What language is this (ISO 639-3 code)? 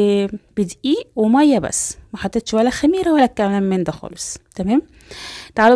arz